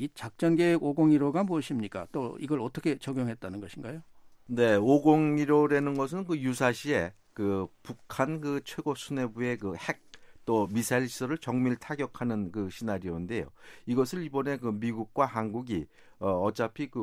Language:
Korean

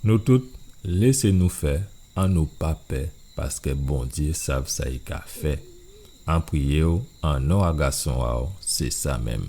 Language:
Guadeloupean Creole French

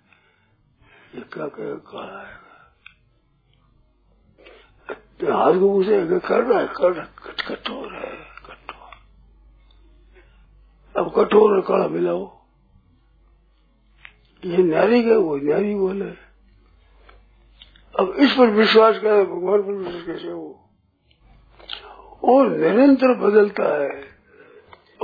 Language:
Hindi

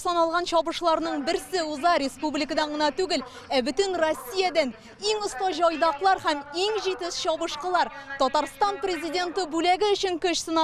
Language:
Tatar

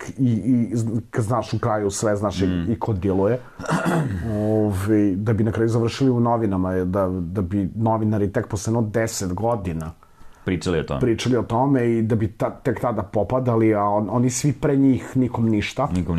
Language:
Serbian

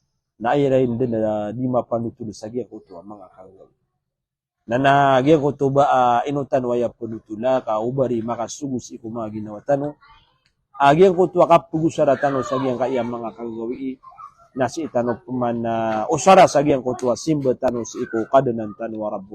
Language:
Maranao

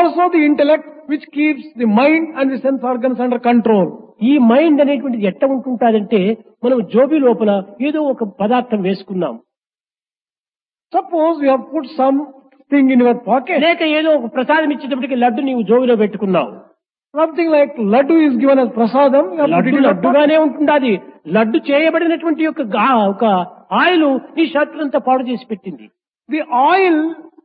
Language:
Telugu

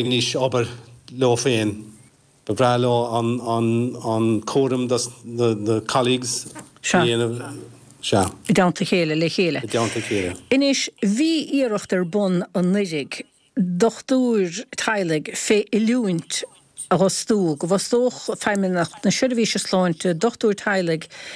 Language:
Irish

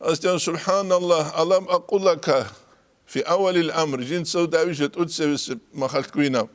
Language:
Avaric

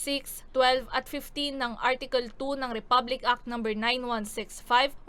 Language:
Bikol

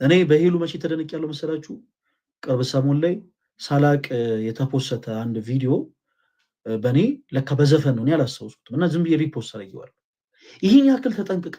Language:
Amharic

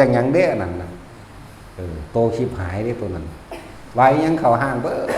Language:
Northeastern Thai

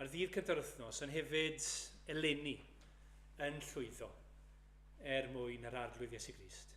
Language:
Welsh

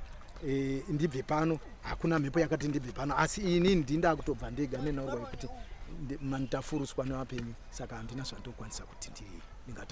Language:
Shona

